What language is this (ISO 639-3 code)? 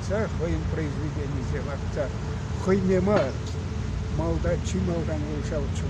chv